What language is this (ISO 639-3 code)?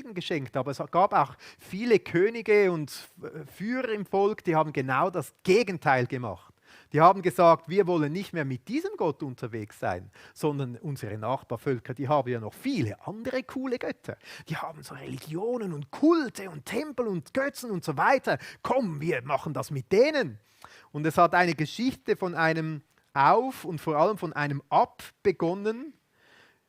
gsw